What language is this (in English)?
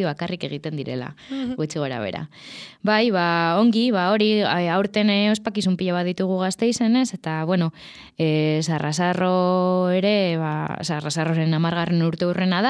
Basque